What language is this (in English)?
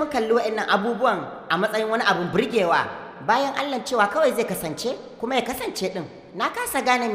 Hausa